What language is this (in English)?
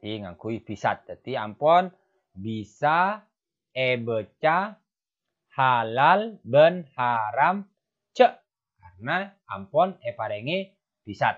Madurese